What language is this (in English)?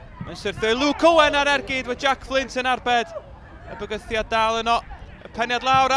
Welsh